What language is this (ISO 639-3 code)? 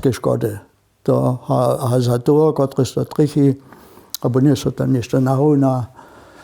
hsb